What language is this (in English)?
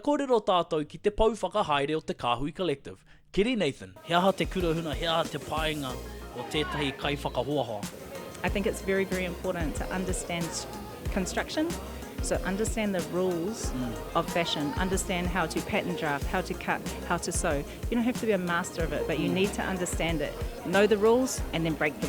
Māori